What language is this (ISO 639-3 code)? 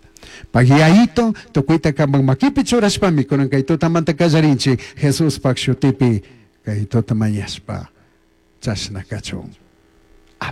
qug